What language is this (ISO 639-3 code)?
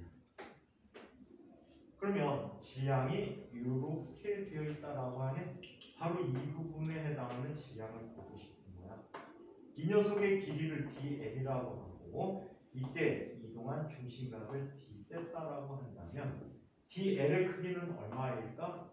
kor